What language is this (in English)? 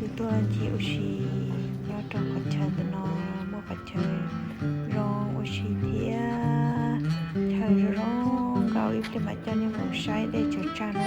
Hmong